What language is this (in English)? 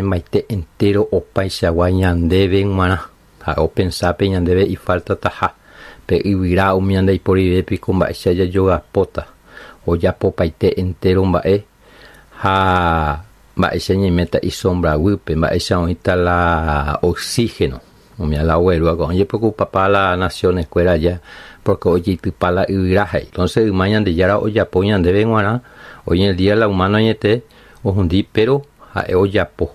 Guarani